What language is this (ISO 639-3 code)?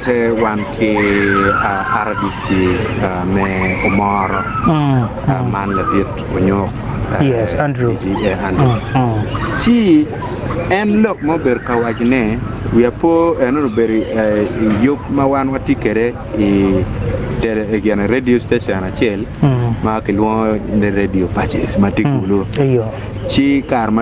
ach